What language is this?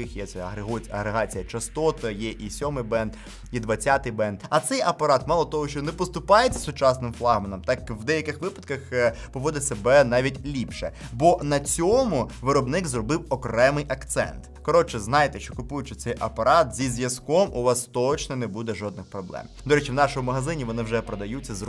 Ukrainian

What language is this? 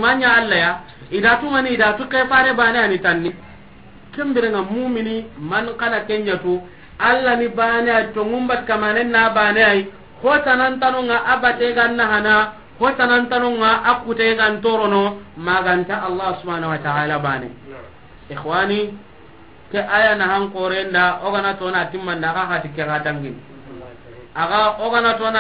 Soninke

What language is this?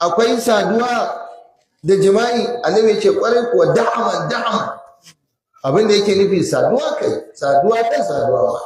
Hausa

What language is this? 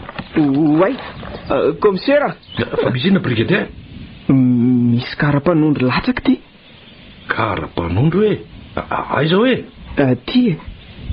Malagasy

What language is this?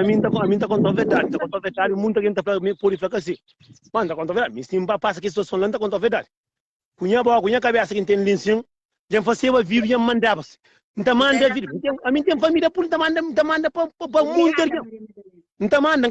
Kabuverdianu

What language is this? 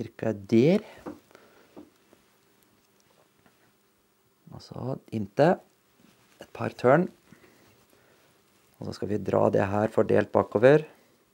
Norwegian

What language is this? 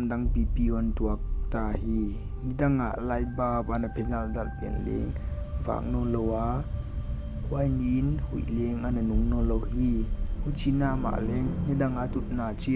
Paite Chin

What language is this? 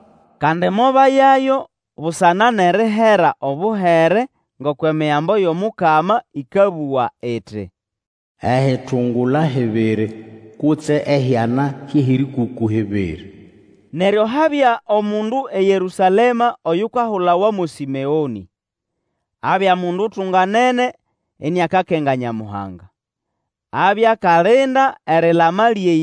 Nande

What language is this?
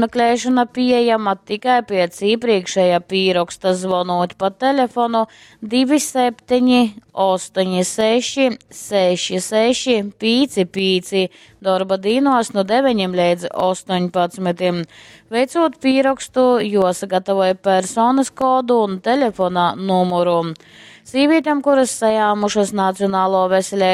Latgalian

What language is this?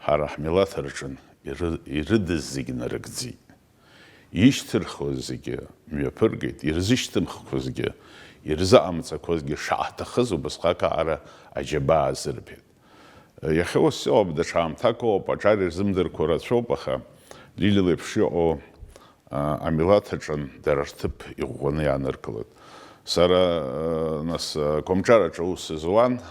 Abkhazian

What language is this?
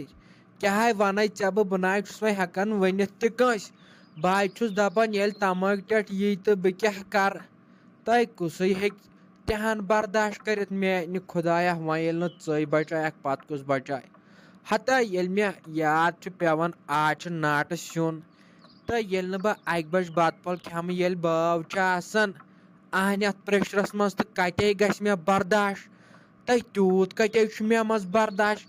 Kashmiri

